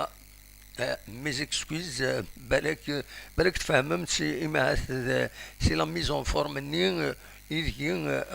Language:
Kabyle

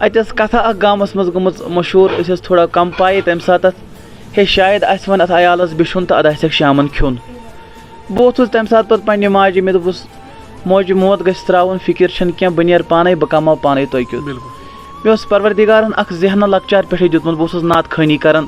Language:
Kashmiri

